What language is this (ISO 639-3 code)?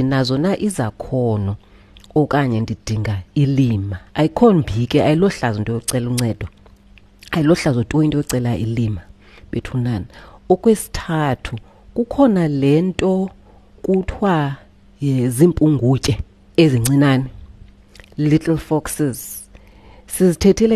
xho